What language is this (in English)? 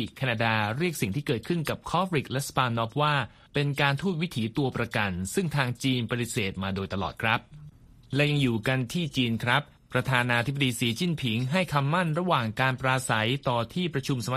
Thai